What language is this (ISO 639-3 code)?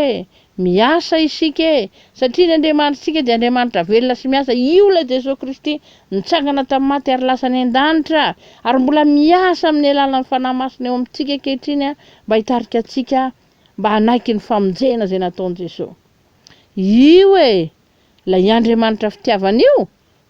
mlg